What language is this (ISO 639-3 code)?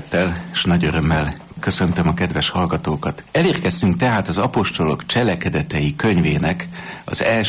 hun